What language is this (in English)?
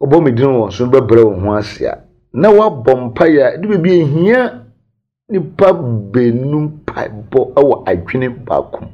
Akan